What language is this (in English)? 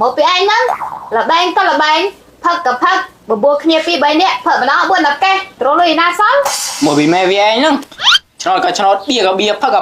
Khmer